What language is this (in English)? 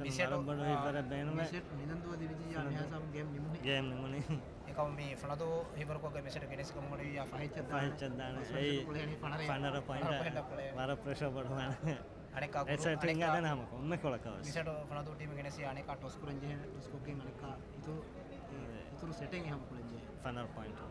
Divehi